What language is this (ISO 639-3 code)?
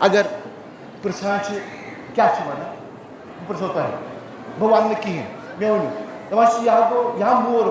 kas